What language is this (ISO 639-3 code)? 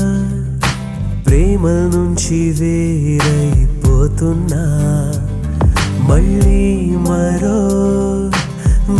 tel